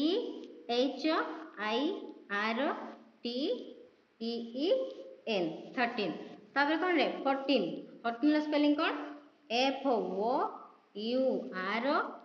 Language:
Odia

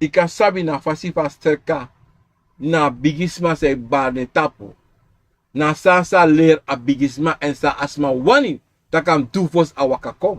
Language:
Sranan Tongo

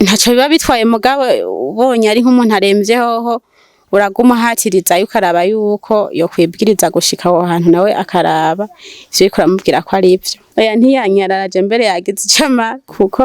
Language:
Rundi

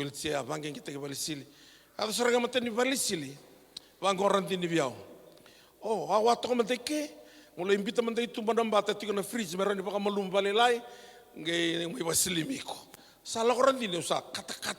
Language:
Fijian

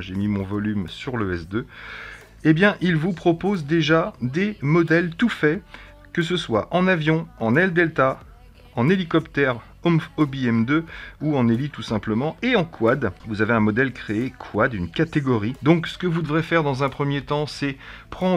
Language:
French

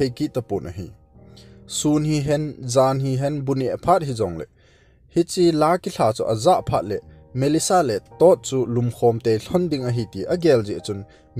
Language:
Thado Chin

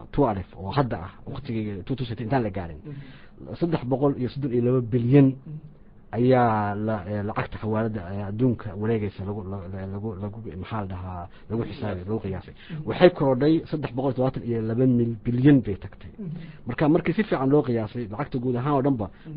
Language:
Somali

